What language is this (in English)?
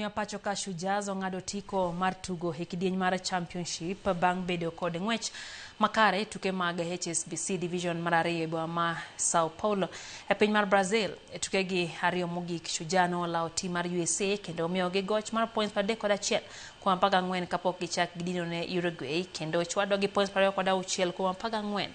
Luo (Kenya and Tanzania)